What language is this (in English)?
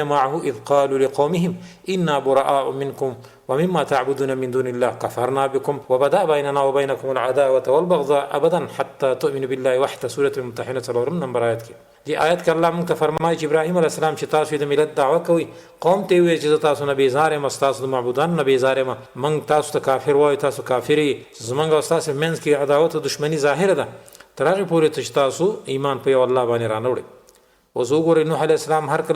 Pashto